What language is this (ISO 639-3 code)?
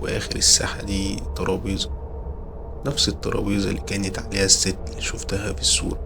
arz